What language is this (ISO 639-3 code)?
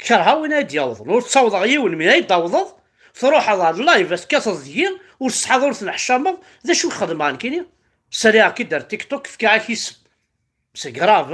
kab